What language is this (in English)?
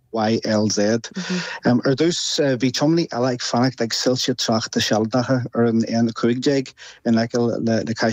Irish